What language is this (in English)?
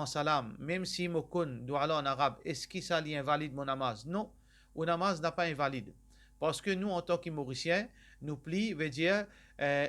Morisyen